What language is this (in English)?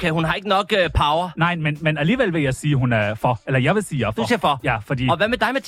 Danish